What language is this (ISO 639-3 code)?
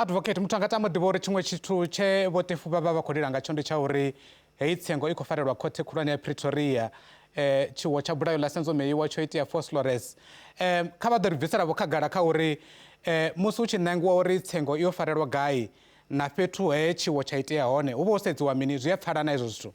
ven